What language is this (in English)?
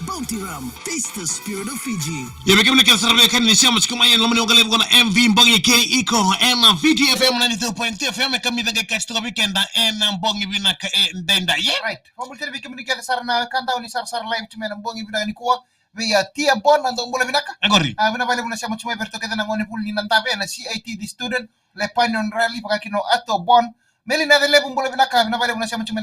Fijian